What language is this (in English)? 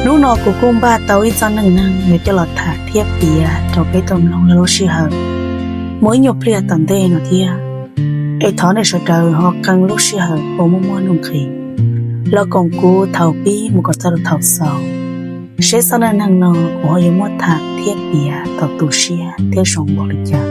Hmong